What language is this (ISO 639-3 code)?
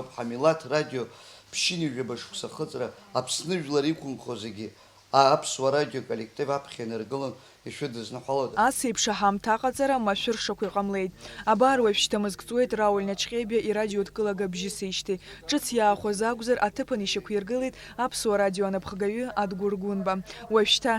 abk